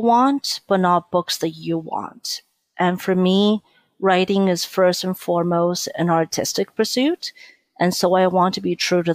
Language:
English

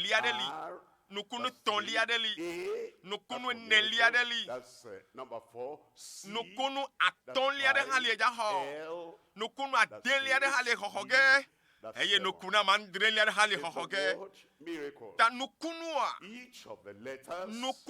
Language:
Ewe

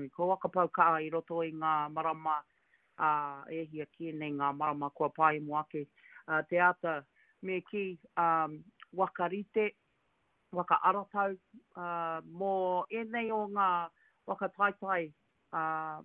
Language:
Māori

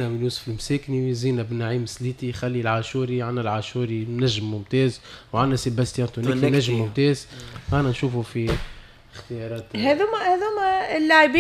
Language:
Tunisian Arabic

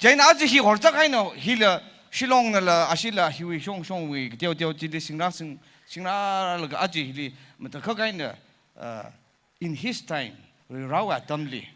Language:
Tangkhul Naga (India)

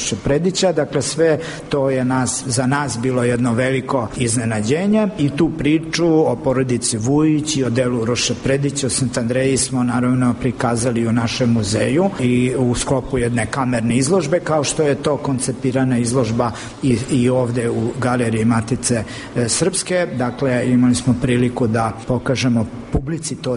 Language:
Serbian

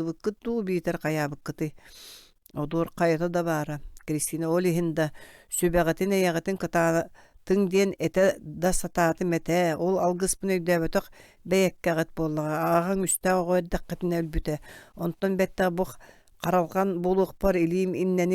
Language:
Yakut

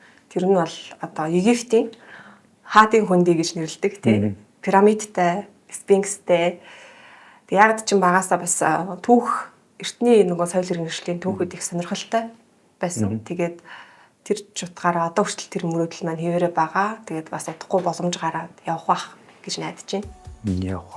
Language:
Mongolian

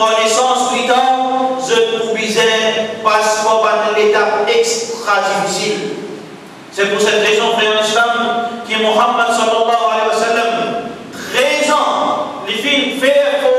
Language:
Morisyen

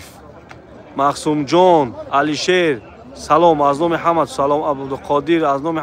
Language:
Tajik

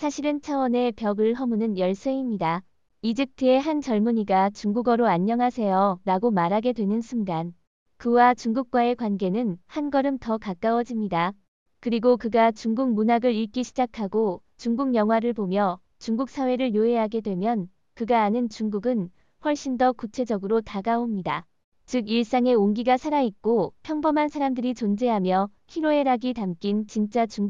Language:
Korean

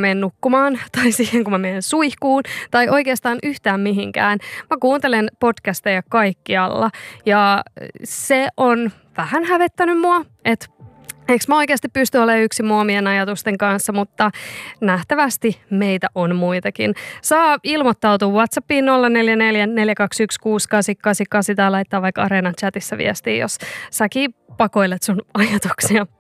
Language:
Finnish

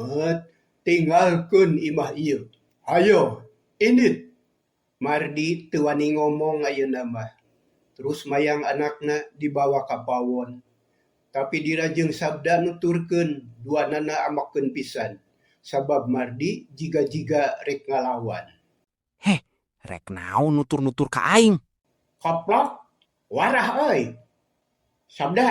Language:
Sundanese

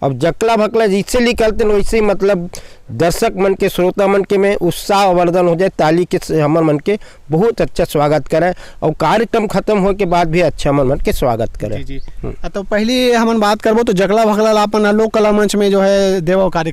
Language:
Chhattisgarhi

